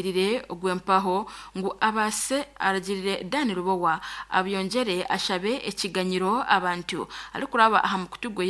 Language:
Nyankole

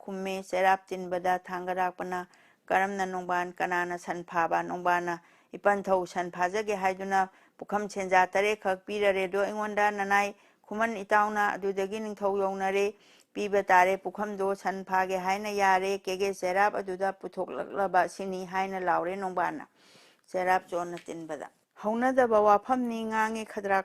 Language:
Manipuri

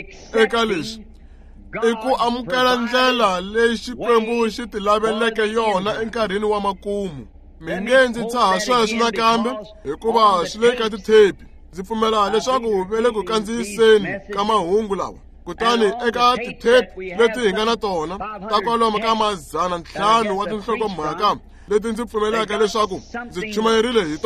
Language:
Tsonga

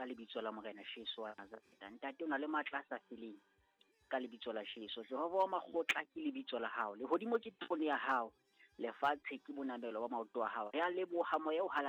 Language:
Southern Sotho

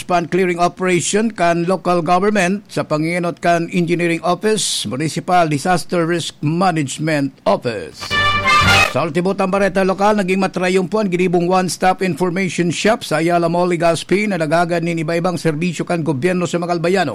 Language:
Bikol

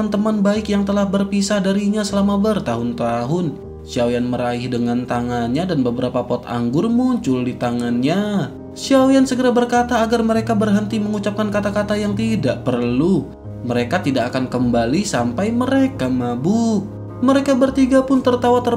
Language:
Indonesian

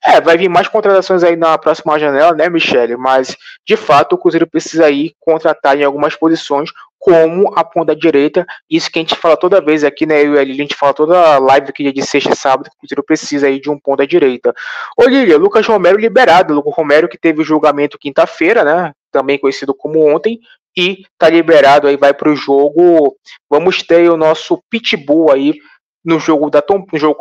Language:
Portuguese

